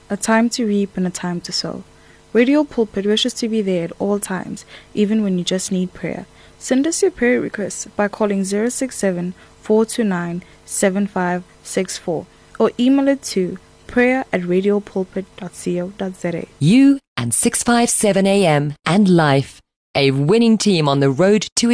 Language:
English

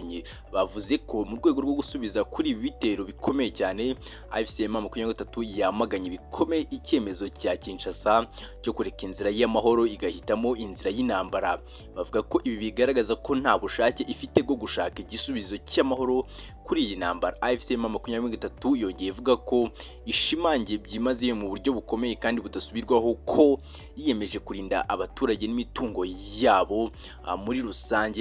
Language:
Kinyarwanda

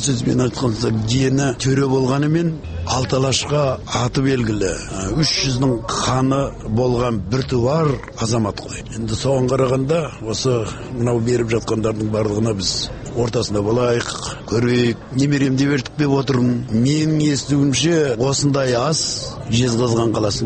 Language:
Kazakh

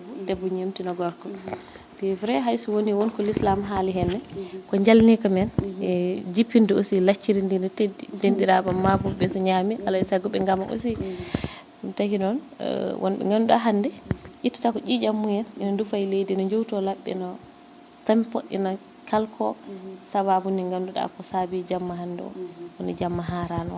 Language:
Fula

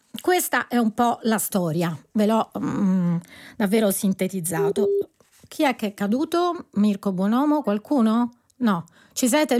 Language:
Italian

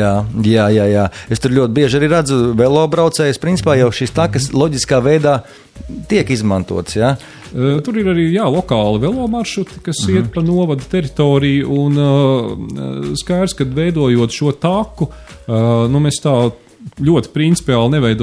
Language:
Latvian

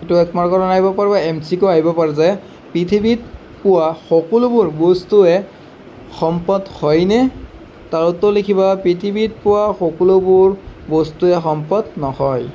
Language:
Assamese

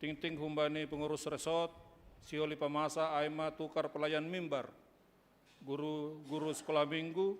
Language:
Batak Simalungun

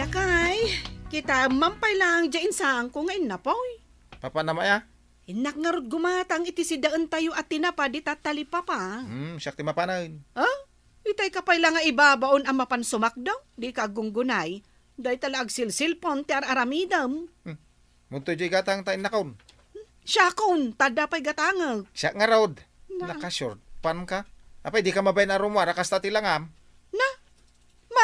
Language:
Iloko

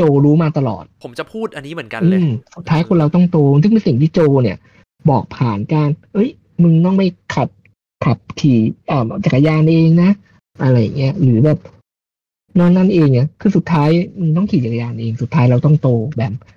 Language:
Thai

